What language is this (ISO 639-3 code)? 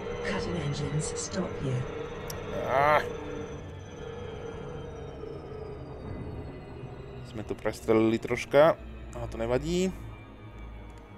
slk